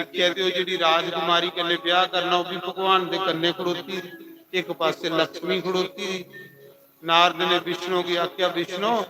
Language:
Dogri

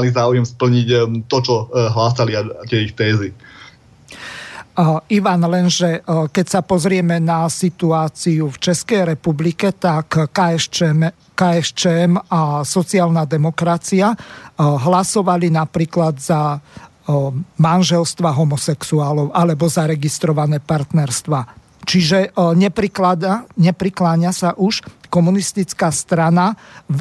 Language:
Slovak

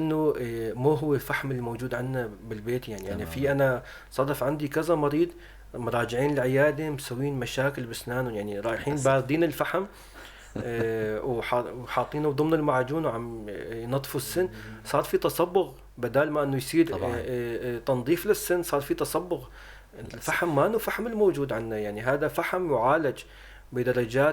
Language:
North Levantine Arabic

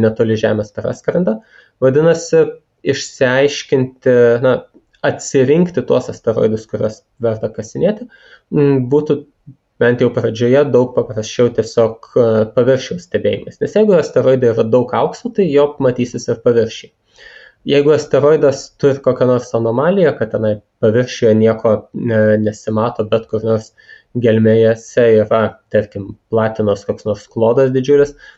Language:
Lithuanian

